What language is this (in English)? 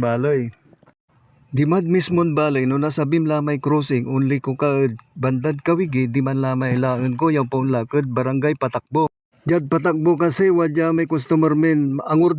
Pangasinan